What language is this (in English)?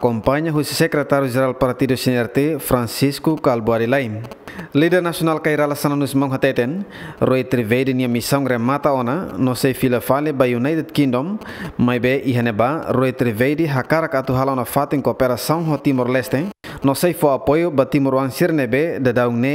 Tetum